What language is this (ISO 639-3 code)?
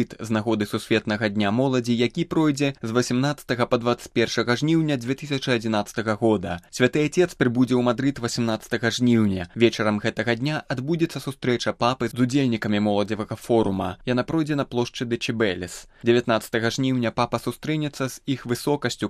bel